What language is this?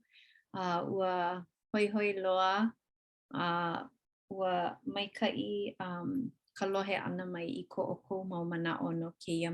Hawaiian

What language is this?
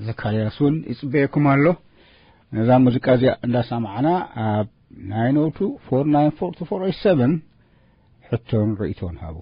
Tigrinya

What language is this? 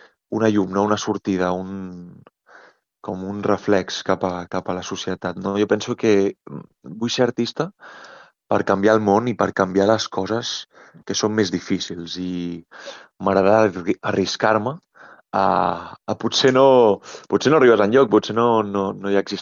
Catalan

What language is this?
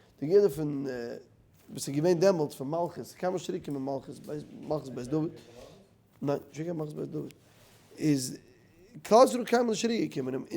Yiddish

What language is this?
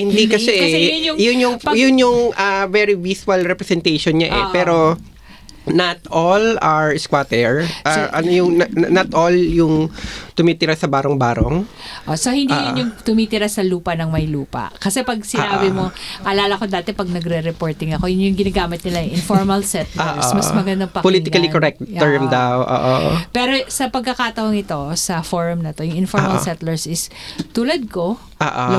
Filipino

